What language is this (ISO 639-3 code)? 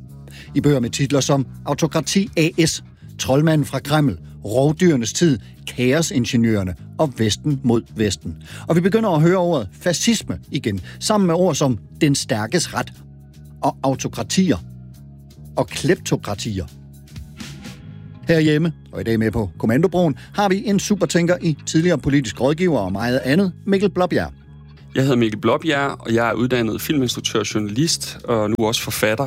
dan